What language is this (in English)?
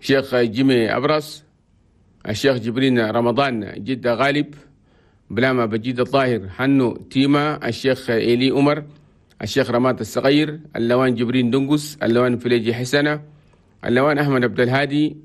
Chadian Arabic